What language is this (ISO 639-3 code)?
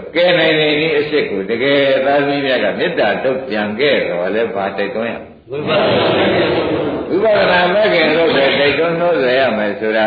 mya